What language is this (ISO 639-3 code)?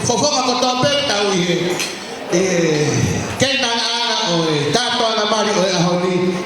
ton